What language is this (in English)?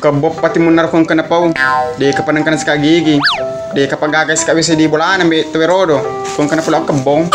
Buginese